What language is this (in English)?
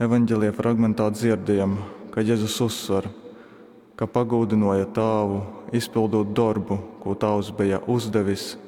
Latgalian